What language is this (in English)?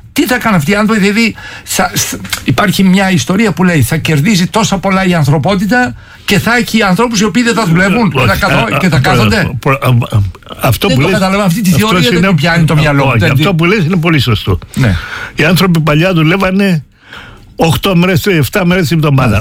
Greek